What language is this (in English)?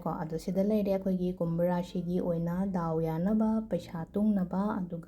Manipuri